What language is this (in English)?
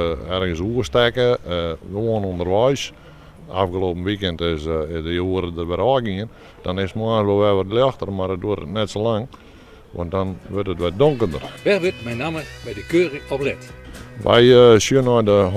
Western Frisian